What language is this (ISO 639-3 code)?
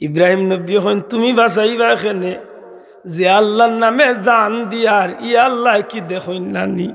syl